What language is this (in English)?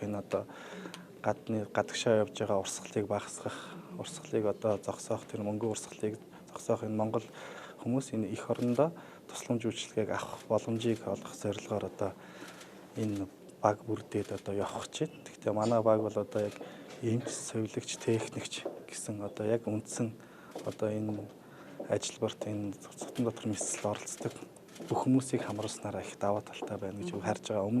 Mongolian